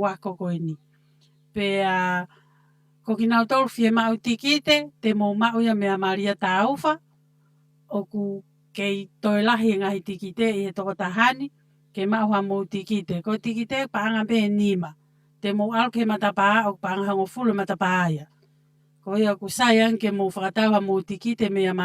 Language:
Tongan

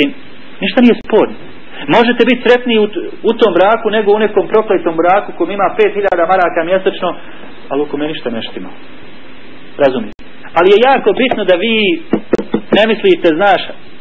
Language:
Bosnian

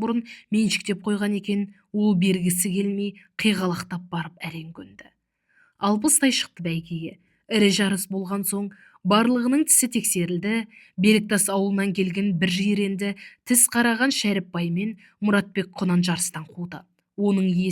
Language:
Kazakh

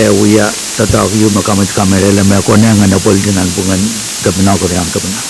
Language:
Pohnpeian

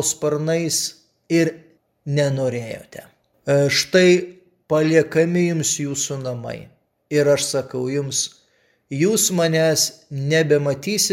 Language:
Lithuanian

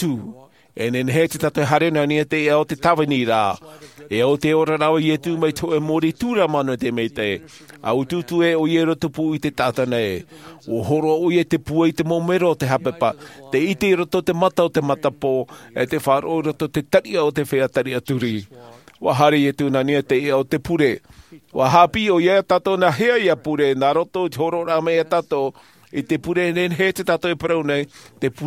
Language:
Tahitian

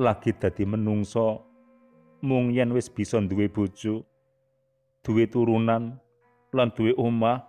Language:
Javanese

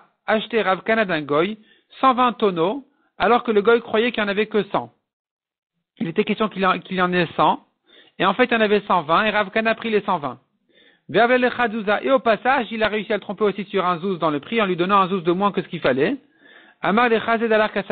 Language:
French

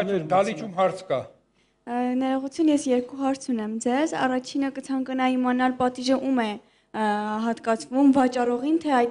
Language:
Armenian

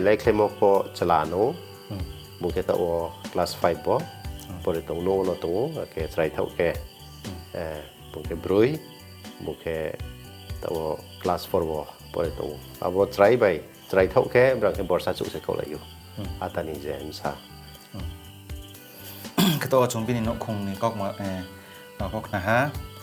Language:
Riang (India)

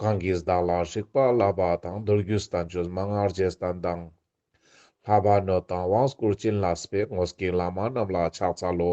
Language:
Ladakhi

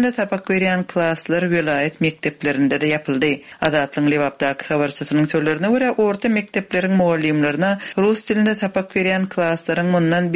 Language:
Turkmen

